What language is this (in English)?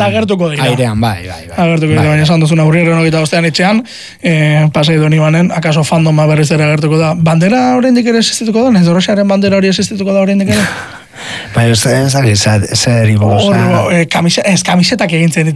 Basque